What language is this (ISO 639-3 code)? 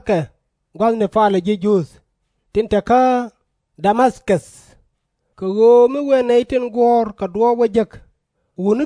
nus